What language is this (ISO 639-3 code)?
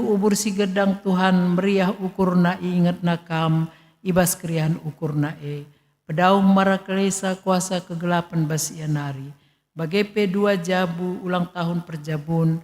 btx